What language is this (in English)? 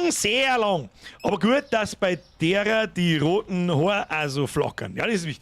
Bavarian